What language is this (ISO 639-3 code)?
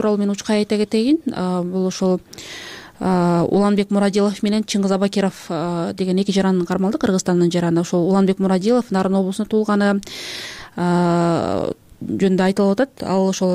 kir